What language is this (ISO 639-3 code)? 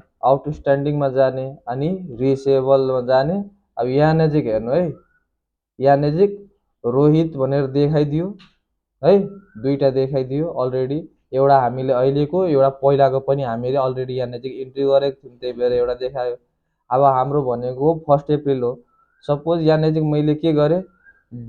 nep